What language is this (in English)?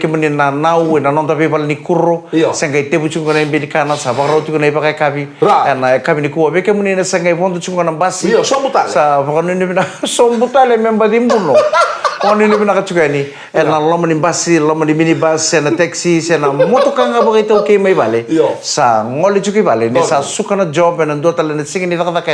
Fijian